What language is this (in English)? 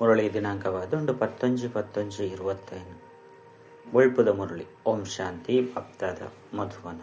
Tulu